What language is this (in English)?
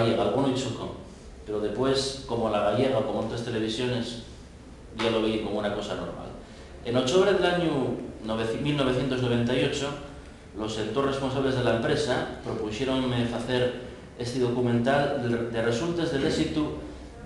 Asturian